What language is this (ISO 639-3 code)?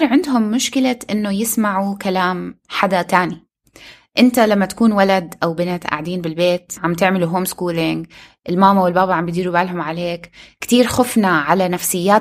apc